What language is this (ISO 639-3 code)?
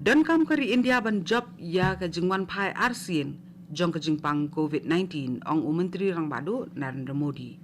kha